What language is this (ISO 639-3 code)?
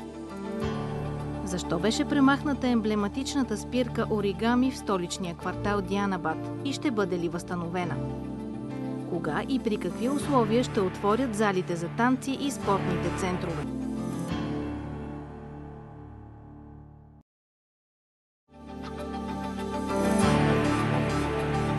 bul